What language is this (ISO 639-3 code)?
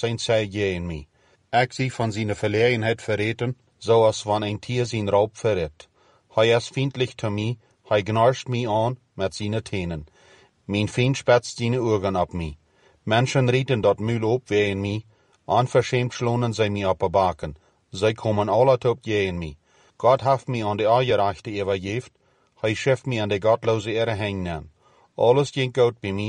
pdt